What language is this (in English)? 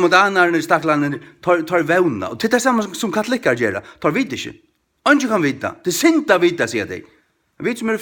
Faroese